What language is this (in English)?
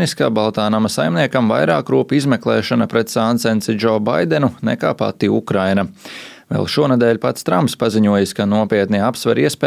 Latvian